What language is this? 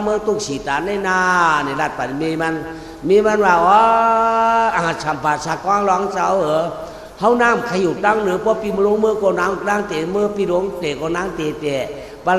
Shan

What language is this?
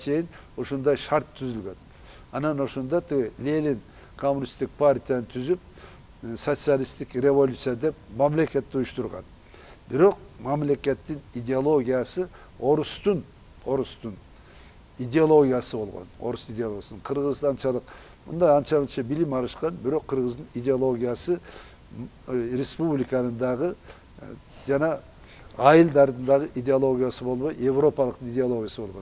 Kyrgyz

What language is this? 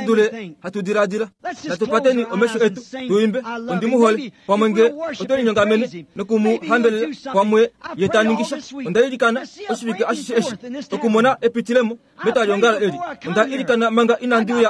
Kuanyama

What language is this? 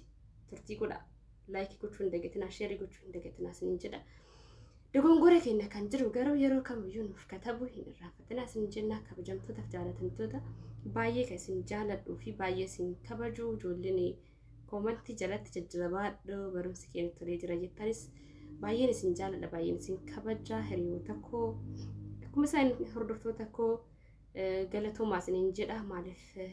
Oromo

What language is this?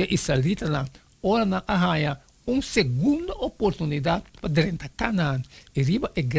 Papiamento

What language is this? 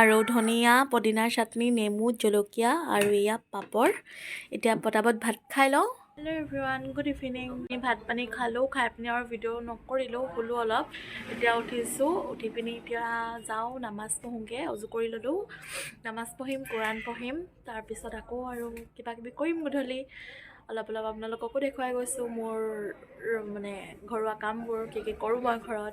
Assamese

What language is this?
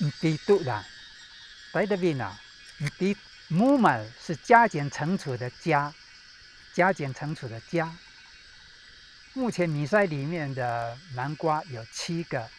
Taroko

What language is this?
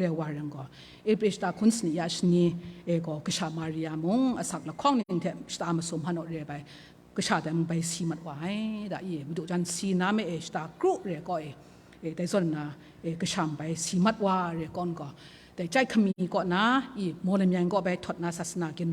Kachin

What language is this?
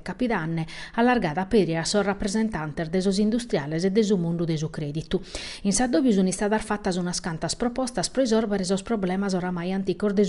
Sardinian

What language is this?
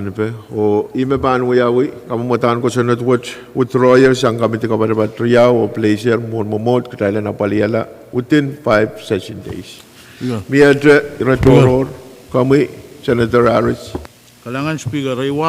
Pohnpeian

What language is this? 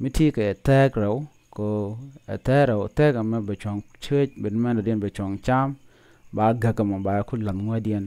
Nuer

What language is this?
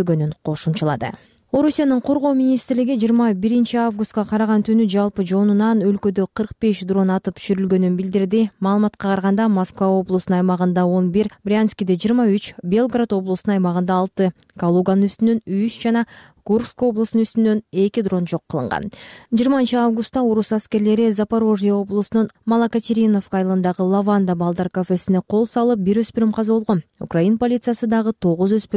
Kyrgyz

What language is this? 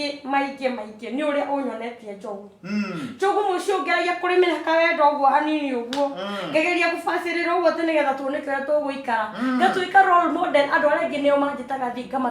Kikuyu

